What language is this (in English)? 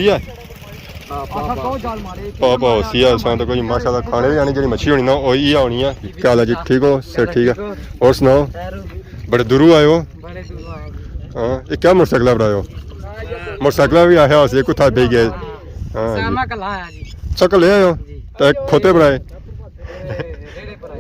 Pahari-Potwari